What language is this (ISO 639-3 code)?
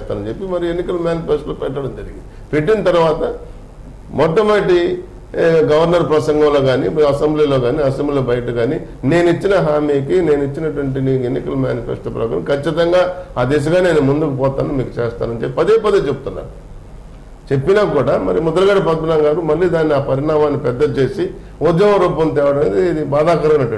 tel